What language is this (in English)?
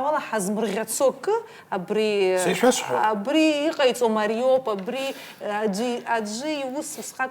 Abkhazian